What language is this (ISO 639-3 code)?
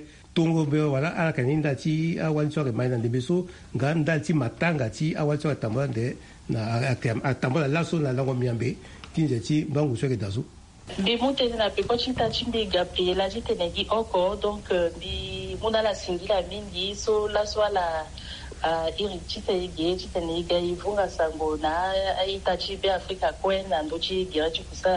sag